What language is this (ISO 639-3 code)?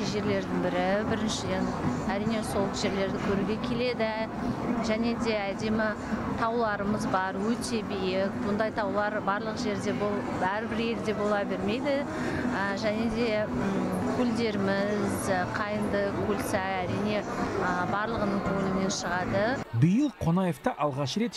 kaz